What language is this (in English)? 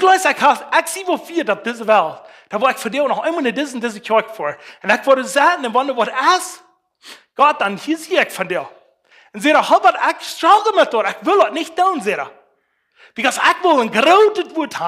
Plautdietsch